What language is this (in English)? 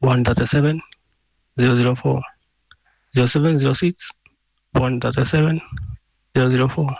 Kikuyu